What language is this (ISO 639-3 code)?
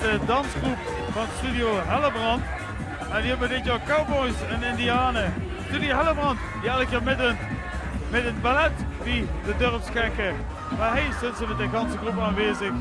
lim